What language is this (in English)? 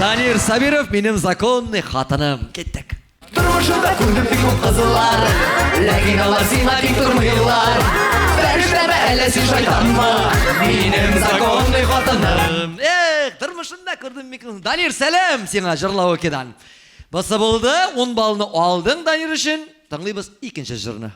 Tatar